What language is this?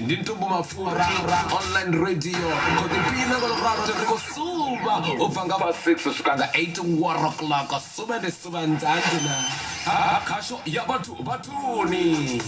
Venda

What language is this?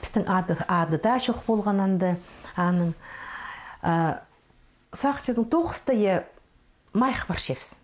Khakas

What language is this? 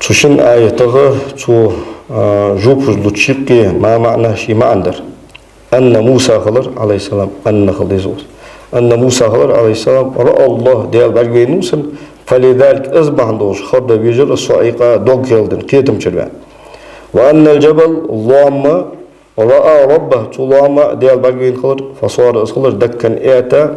Ingush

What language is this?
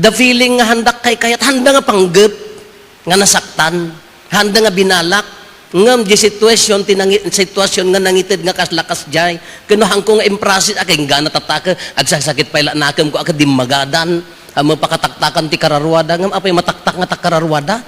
Iloko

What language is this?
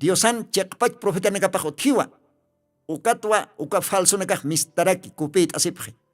Aymara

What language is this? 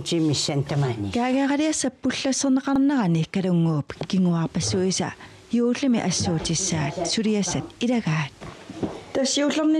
Kalaallisut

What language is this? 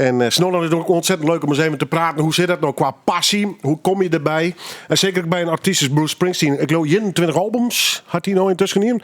Western Frisian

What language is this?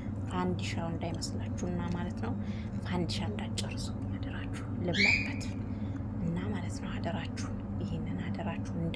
Amharic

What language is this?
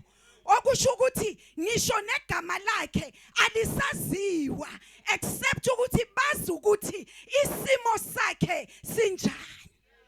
Zulu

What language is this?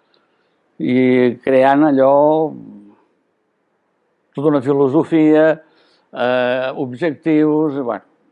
Catalan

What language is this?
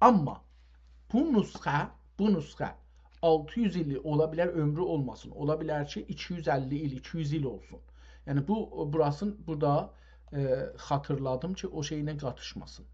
South Azerbaijani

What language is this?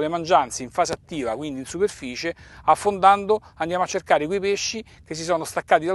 Italian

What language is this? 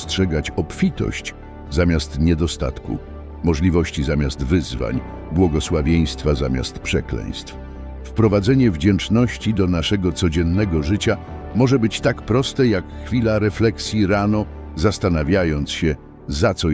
Polish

